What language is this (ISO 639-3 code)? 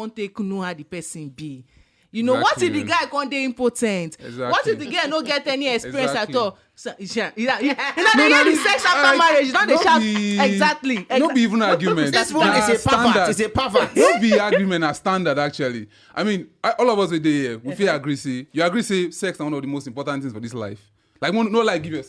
pcm